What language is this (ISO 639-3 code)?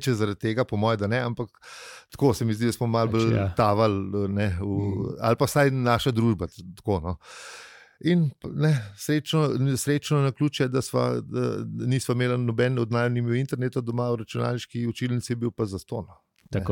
slv